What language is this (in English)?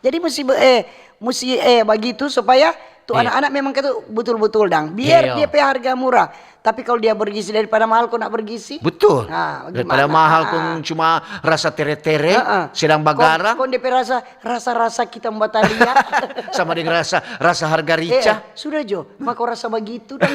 Manado Malay